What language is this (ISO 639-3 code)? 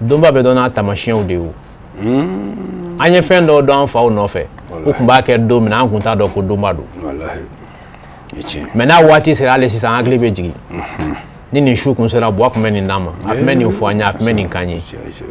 bam